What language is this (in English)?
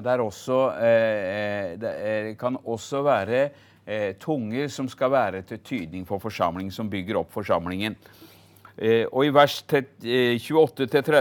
Norwegian